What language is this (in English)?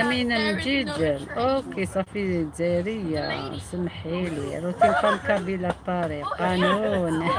Algerian Arabic